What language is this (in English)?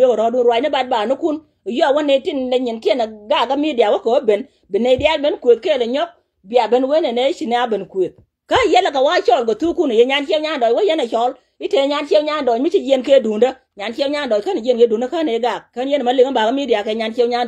Nuer